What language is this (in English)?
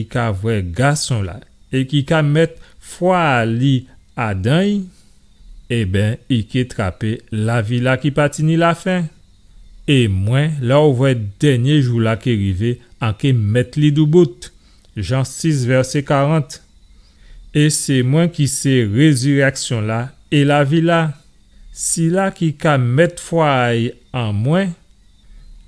Guadeloupean Creole French